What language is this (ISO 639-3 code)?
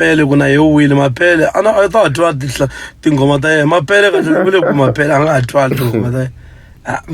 tso